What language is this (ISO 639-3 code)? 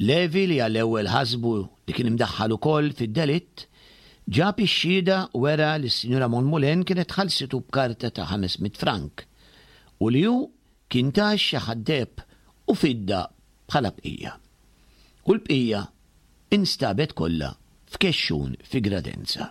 mlt